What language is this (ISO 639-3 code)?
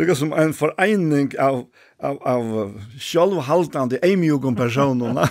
fao